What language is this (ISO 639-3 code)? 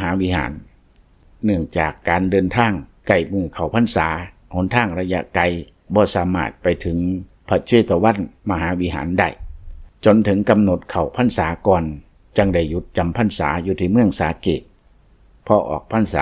lao